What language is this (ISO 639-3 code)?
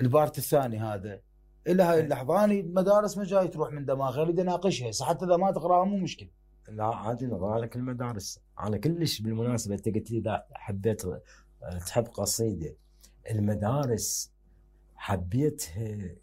acm